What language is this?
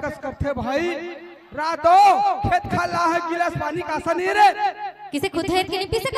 Chhattisgarhi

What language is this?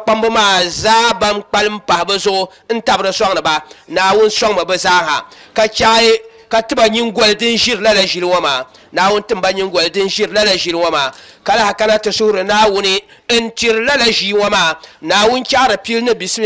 Dagbani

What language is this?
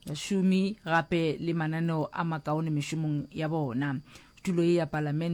Northern Sotho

